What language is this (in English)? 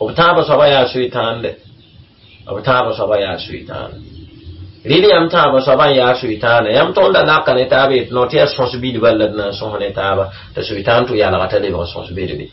Mossi